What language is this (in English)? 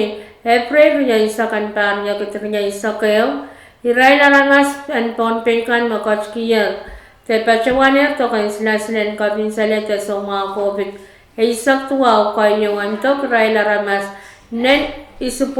Pohnpeian